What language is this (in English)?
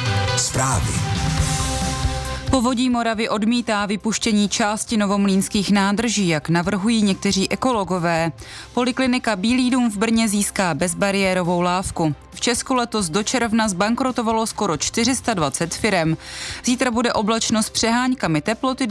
Czech